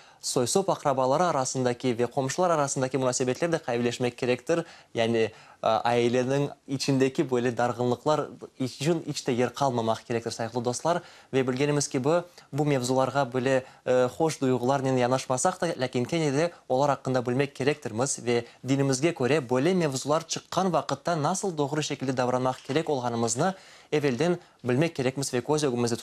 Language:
Crimean Tatar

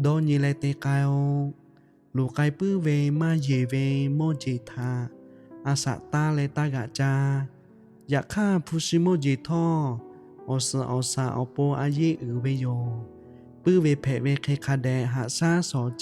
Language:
Lahu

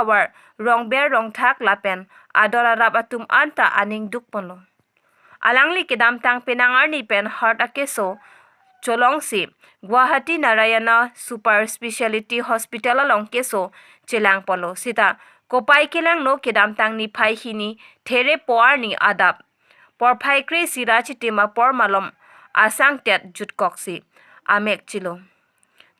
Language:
Karbi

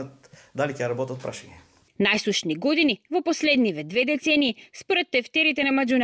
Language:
Macedonian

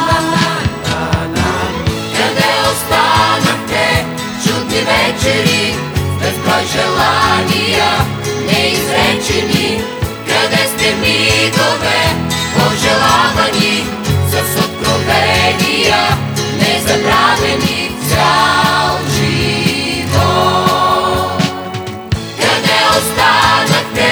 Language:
Bulgarian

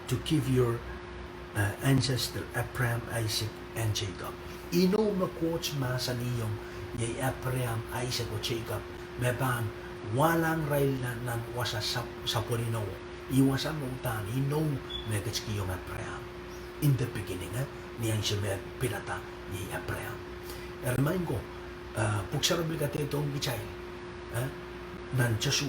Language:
Pohnpeian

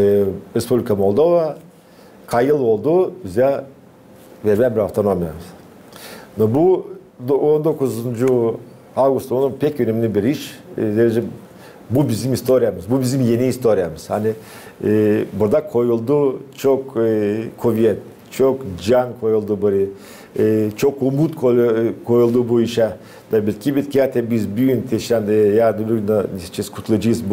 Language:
Gagauz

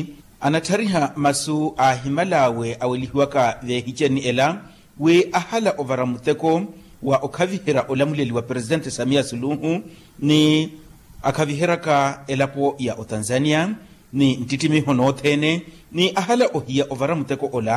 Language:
Makhuwa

